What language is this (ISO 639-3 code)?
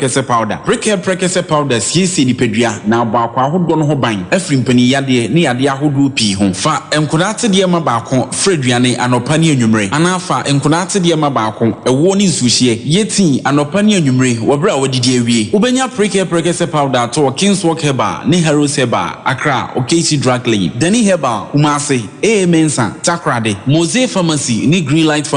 aka